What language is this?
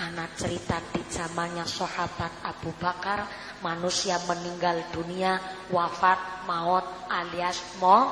Javanese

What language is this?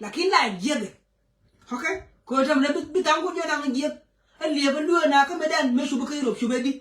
Nuer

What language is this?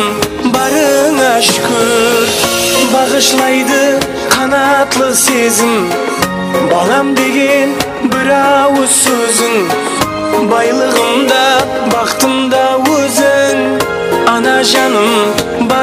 Kara-Kalpak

